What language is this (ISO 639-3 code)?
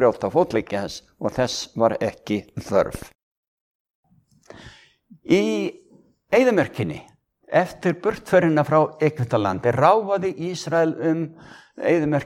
isl